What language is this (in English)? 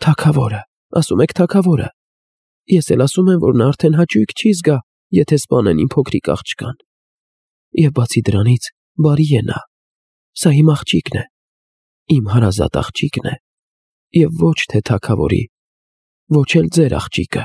Armenian